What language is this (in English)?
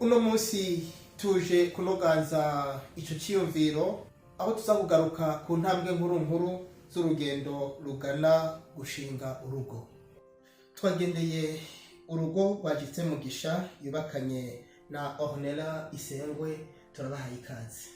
Rundi